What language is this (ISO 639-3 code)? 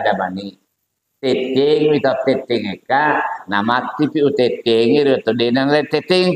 bug